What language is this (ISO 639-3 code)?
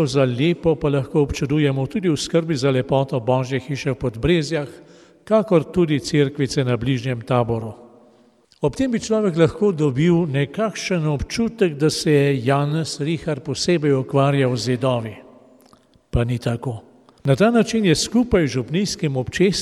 slv